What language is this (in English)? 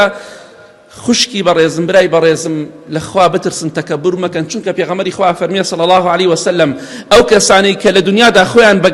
Central Kurdish